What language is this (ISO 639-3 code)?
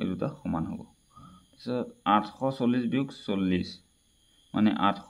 asm